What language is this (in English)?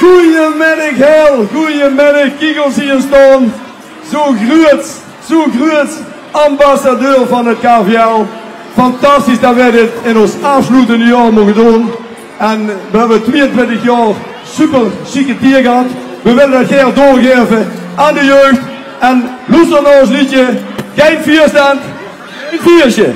Limburgish